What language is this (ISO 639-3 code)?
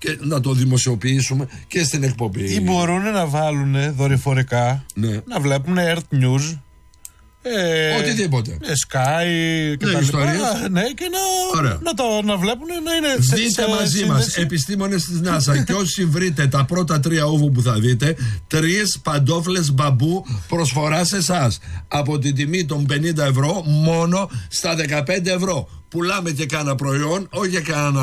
ell